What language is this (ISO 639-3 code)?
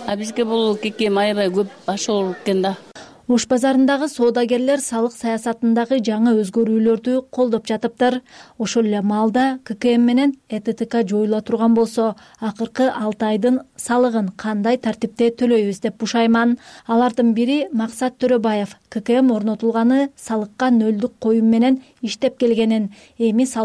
kir